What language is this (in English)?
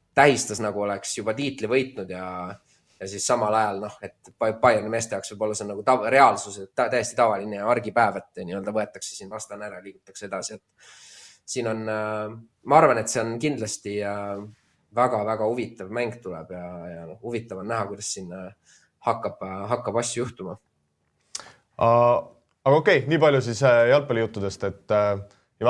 Estonian